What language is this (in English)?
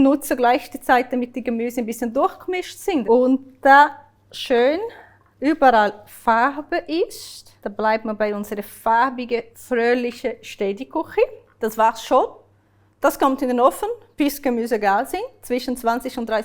Swiss German